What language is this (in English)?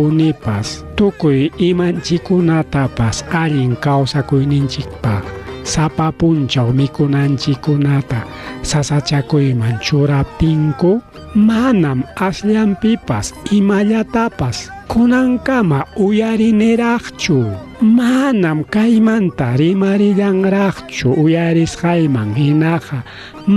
Ayacucho Quechua